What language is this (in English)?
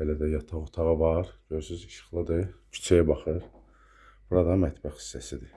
Azerbaijani